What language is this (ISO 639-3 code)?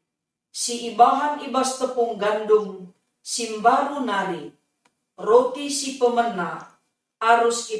btx